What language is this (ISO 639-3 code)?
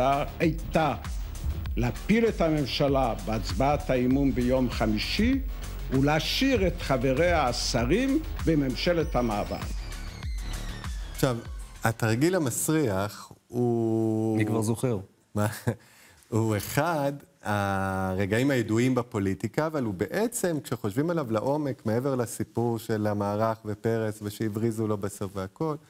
heb